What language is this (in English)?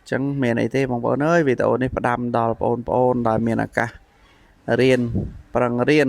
Khmer